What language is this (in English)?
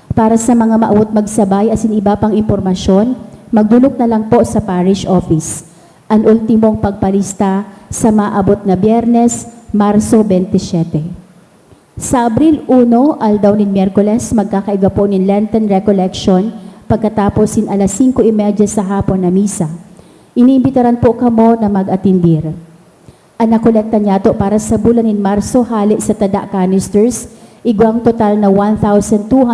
Bikol